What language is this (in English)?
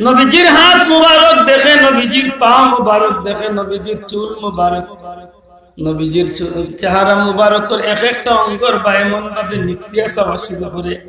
Sylheti